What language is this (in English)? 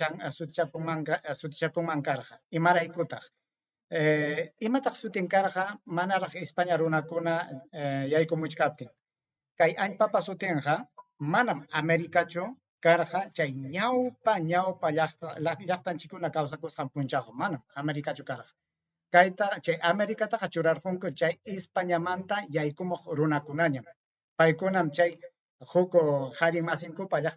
Ayacucho Quechua